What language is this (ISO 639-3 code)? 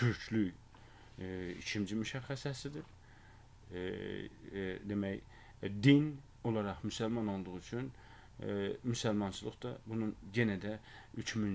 aze